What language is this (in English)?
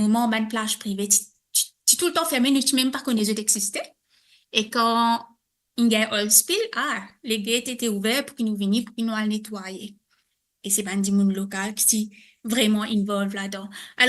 Morisyen